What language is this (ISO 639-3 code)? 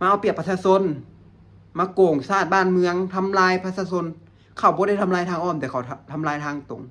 lao